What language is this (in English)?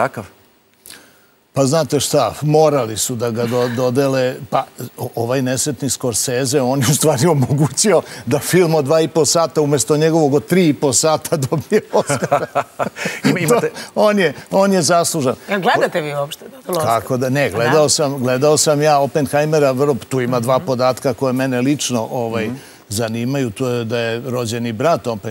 Serbian